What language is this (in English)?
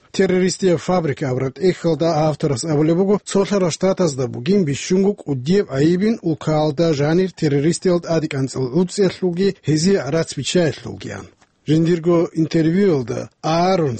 Avaric